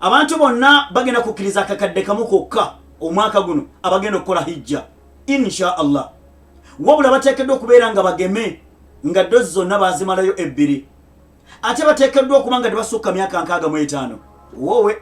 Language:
Ganda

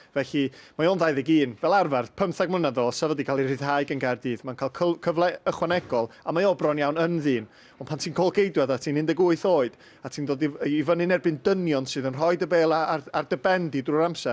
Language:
Welsh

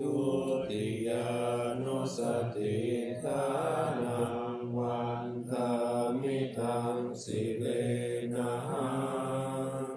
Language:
Pali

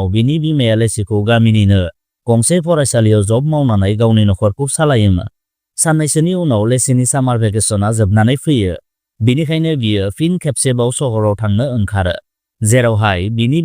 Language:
Bodo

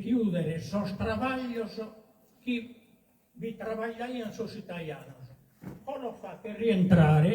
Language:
Sardinian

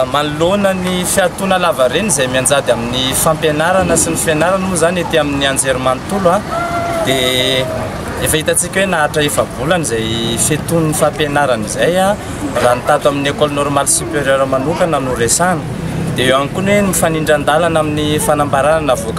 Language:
Malagasy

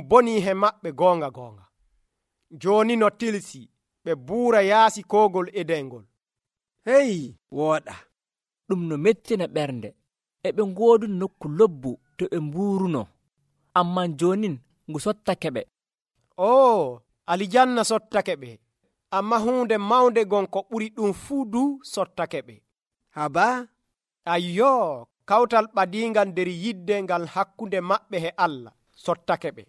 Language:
Nigerian Fulfulde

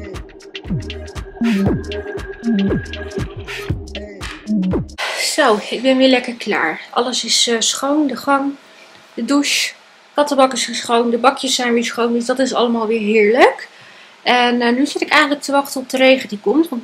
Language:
Dutch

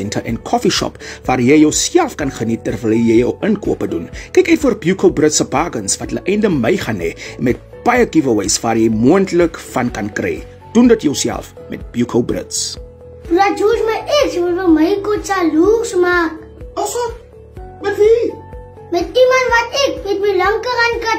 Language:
Afrikaans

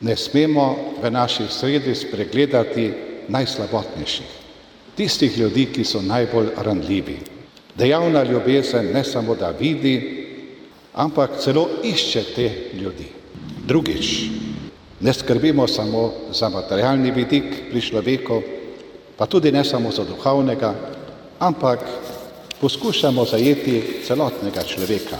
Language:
Slovenian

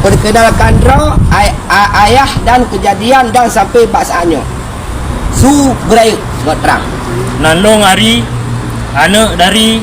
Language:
Achinese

